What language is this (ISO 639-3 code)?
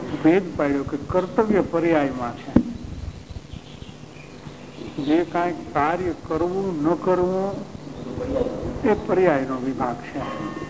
guj